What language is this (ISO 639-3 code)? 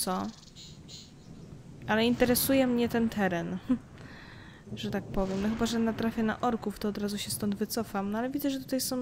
pol